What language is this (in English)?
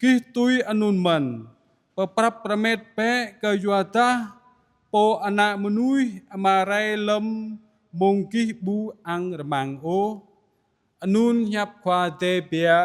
Jarai